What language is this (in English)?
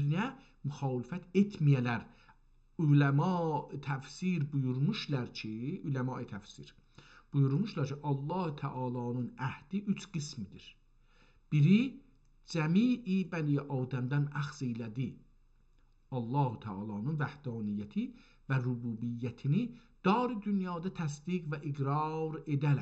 South Azerbaijani